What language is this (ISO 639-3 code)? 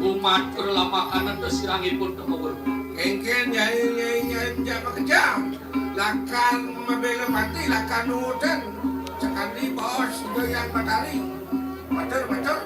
ban